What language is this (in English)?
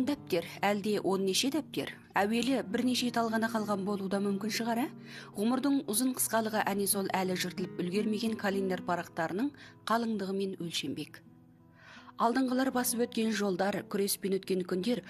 Kazakh